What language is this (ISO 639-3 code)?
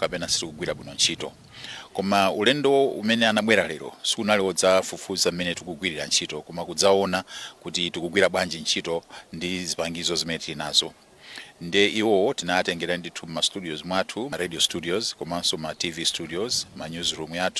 nya